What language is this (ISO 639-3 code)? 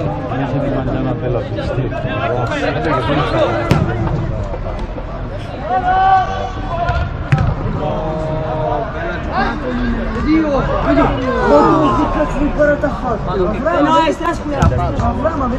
ita